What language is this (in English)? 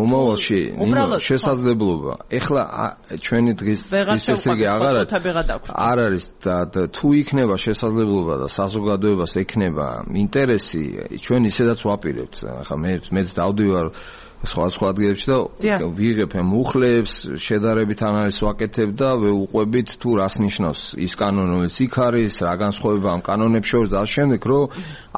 Georgian